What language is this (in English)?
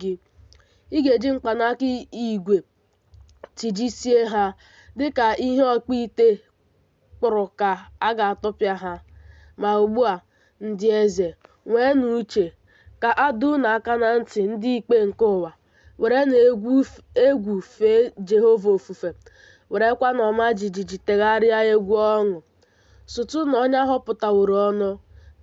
Igbo